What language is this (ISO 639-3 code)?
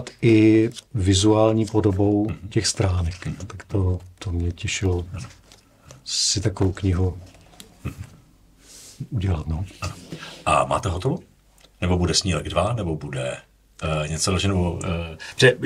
ces